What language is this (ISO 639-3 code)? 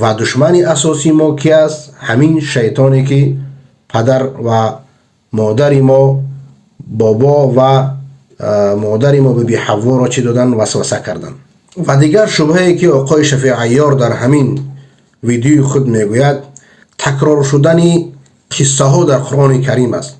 fas